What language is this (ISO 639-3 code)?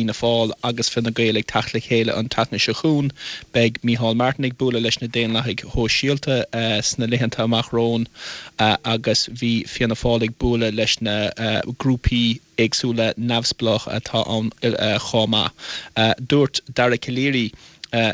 gle